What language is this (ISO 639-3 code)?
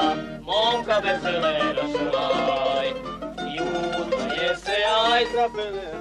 srp